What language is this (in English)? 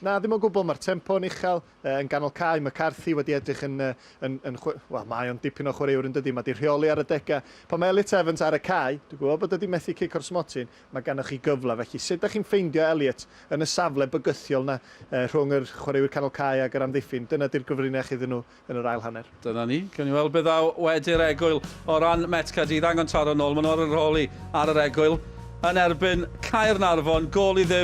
Welsh